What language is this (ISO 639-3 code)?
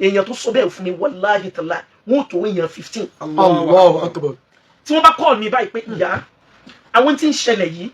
yor